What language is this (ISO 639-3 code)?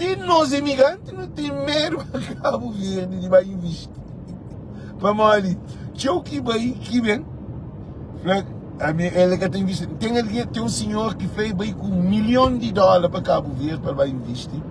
kea